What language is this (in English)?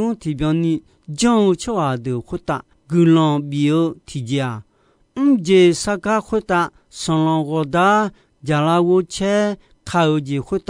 Akha